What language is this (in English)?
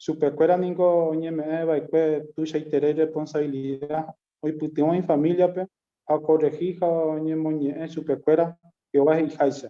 Guarani